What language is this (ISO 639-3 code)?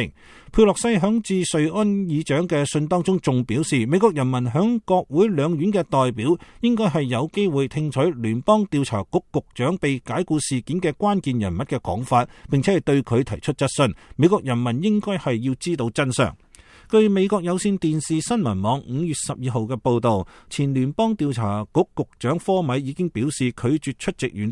yue